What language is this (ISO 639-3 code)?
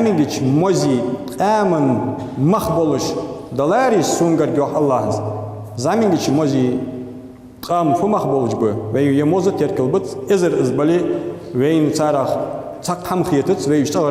inh